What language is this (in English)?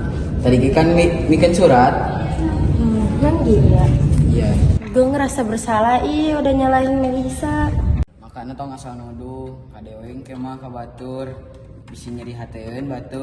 Sundanese